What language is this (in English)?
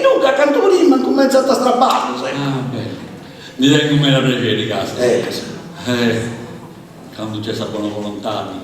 Sardinian